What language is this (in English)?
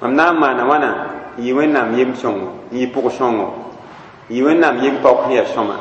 Mossi